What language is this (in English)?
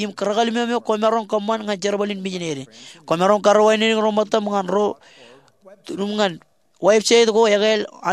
Marshallese